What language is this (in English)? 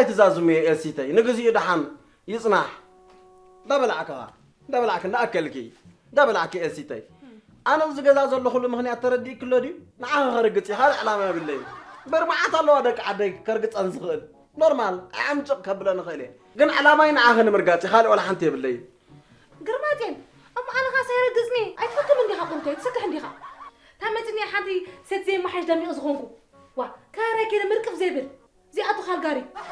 Tigrinya